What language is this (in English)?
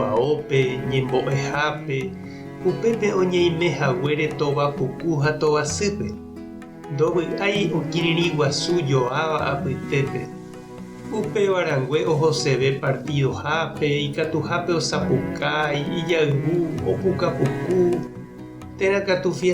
Guarani